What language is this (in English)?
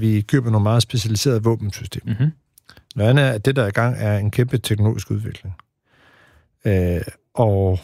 Danish